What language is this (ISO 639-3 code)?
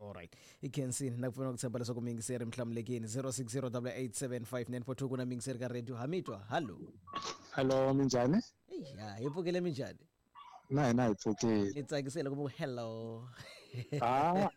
tso